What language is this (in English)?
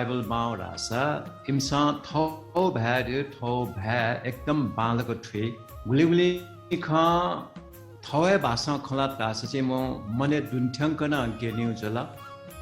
Newari